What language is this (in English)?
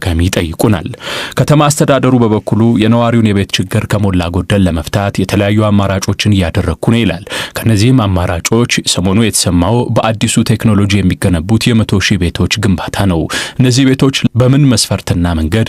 Amharic